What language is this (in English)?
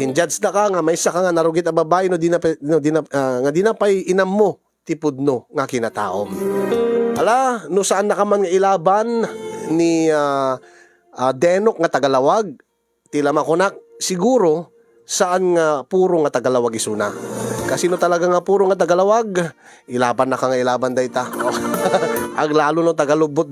Iloko